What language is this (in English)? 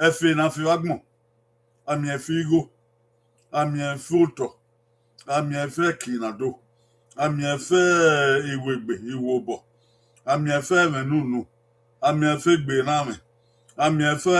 Bini